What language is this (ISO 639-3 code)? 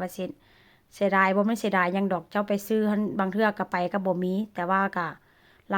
tts